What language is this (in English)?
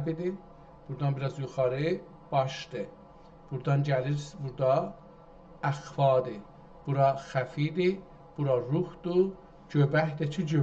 South Azerbaijani